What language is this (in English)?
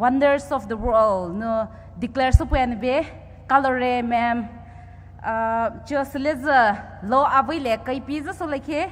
Poumei Naga